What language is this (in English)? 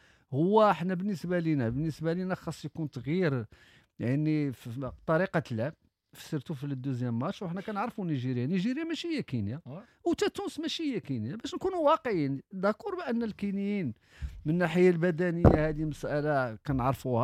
Moroccan Arabic